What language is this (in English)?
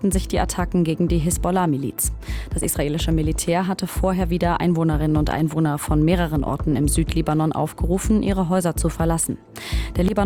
German